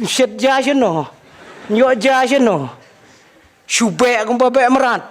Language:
Khasi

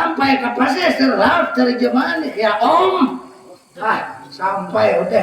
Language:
Banjar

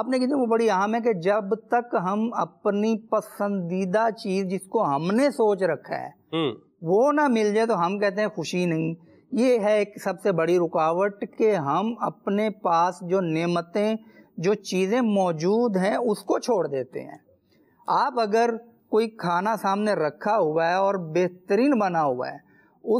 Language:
Urdu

